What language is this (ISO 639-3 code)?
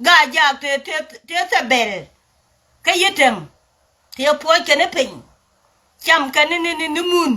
nus